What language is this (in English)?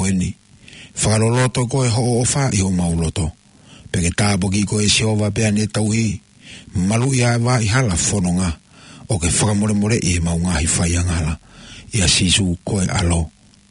Tongan